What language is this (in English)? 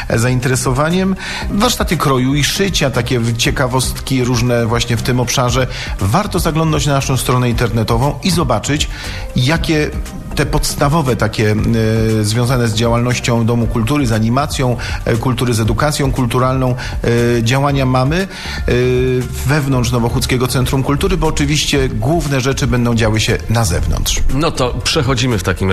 Polish